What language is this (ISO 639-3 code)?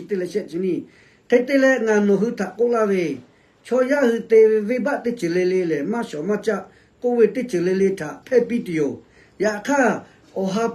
lhu